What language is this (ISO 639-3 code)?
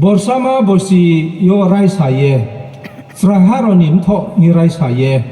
ria